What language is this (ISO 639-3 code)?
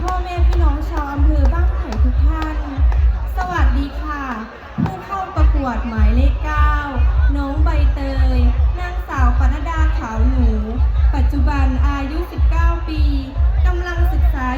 lao